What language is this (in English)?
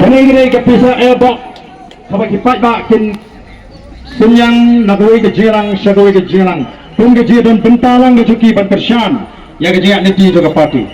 Khasi